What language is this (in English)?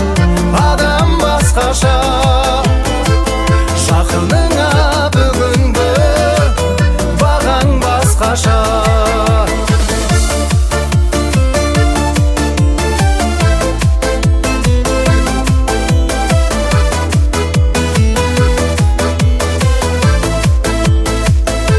Kazakh